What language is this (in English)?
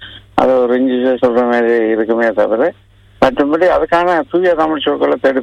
Tamil